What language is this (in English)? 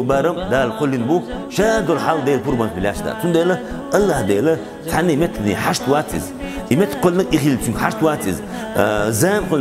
Chechen